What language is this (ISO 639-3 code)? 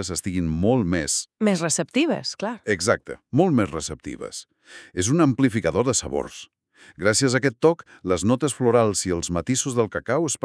cat